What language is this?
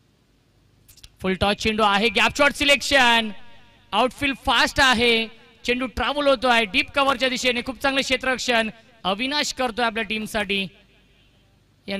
Marathi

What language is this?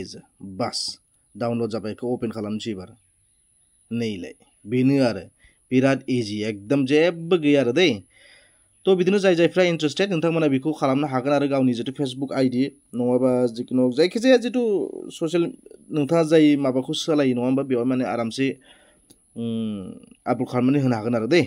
Bodo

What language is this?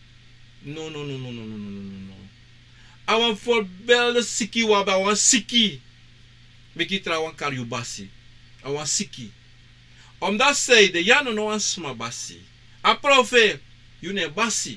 Sranan Tongo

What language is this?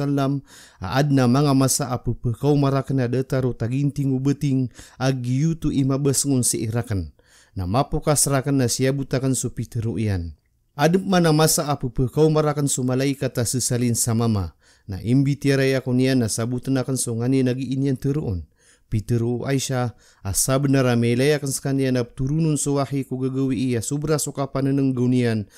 Maranao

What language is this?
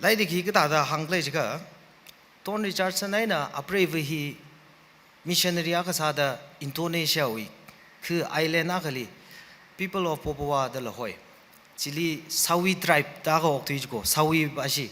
Tangkhul Naga (India)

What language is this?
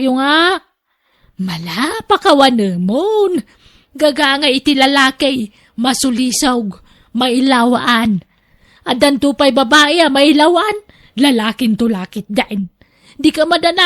Iloko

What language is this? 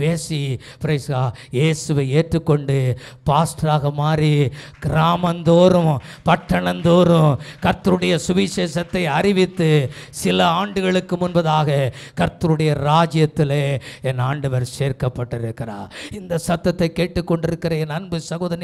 Tamil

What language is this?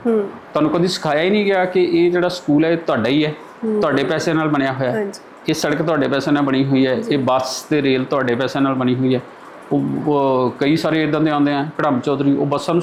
Punjabi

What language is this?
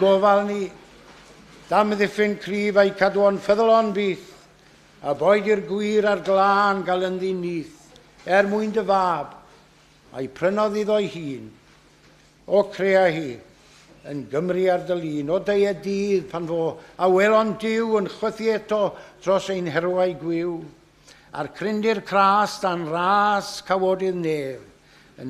Welsh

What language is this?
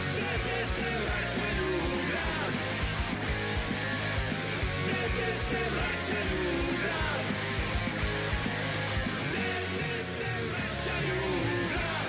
Serbian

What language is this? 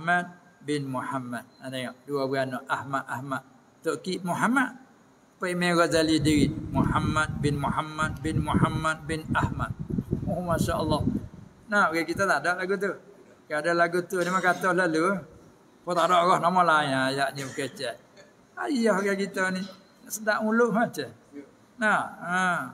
Malay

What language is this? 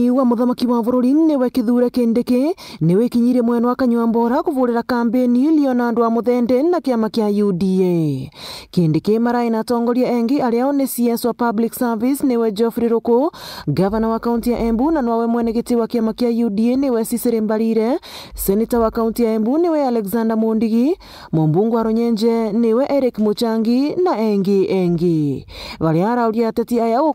Meru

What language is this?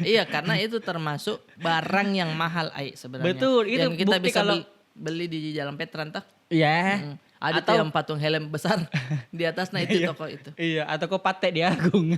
Makassar Malay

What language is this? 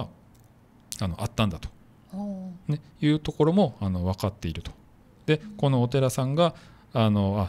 Japanese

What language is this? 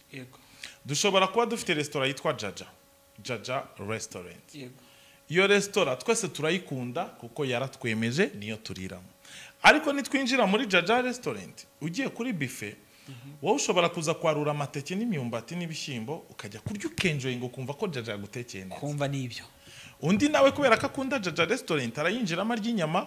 Kinyarwanda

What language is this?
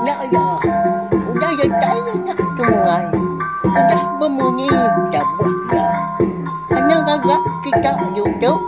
Iban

